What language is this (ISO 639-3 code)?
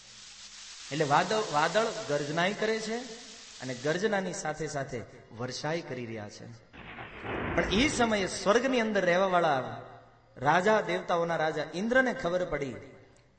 guj